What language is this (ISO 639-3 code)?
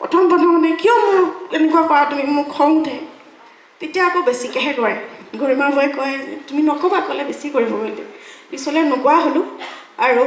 asm